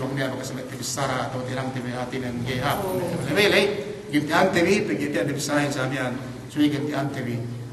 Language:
Yakan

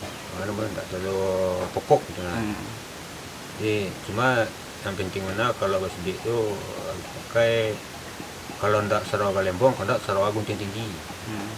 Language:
Minangkabau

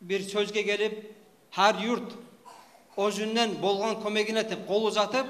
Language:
Kumyk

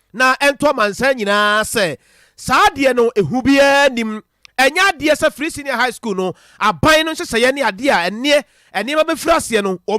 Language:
Akan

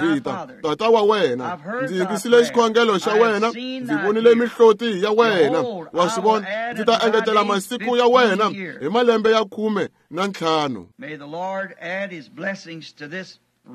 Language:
Tsonga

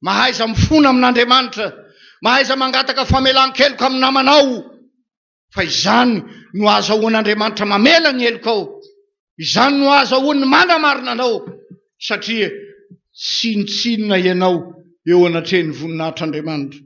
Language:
Malagasy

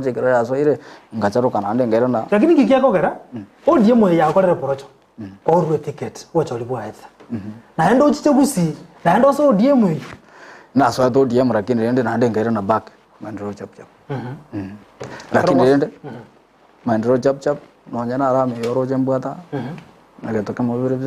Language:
Gusii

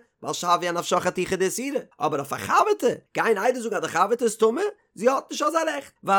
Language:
Yiddish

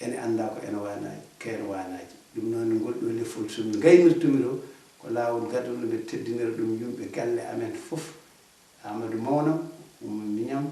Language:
Fula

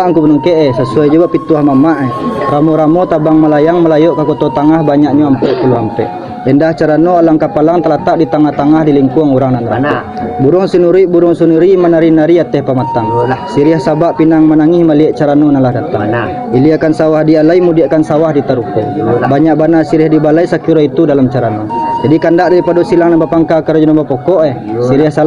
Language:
Minangkabau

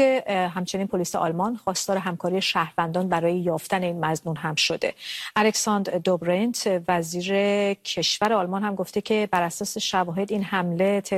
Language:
Persian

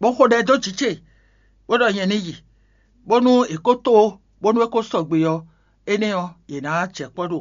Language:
Fon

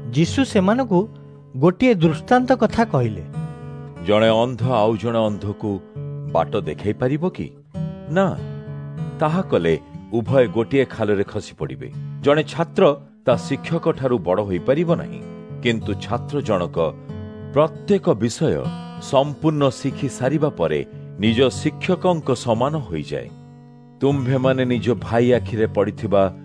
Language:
Odia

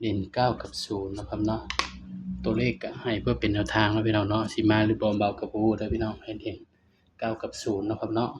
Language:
Northeastern Thai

